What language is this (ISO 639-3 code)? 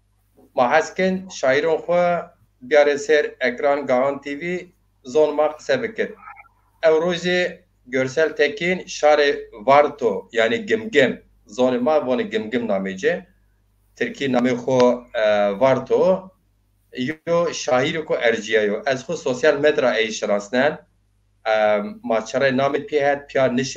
zza